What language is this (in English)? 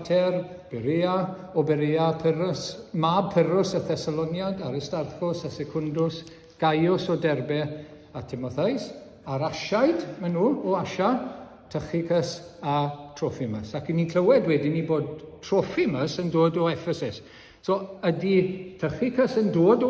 Welsh